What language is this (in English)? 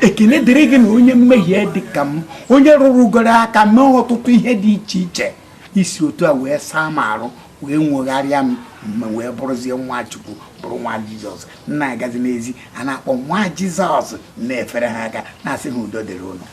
Igbo